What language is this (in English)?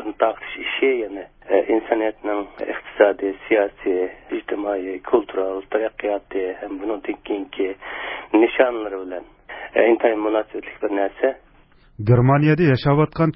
Uyghur